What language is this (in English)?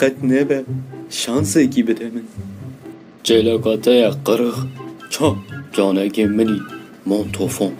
Kurdish